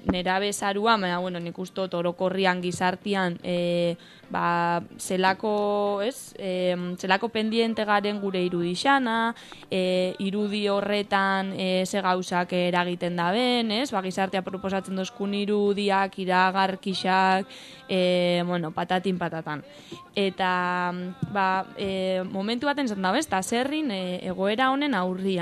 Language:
Basque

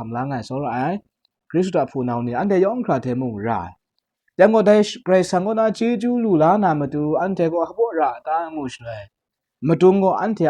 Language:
Kachin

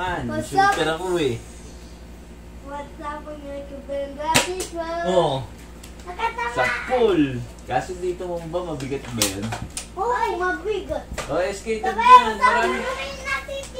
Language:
Filipino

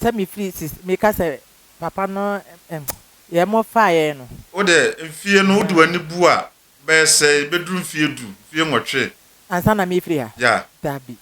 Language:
Akan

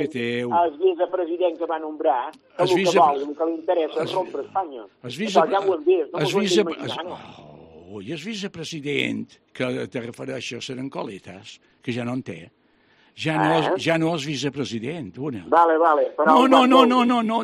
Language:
Catalan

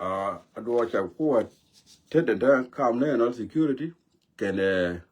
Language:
Nuer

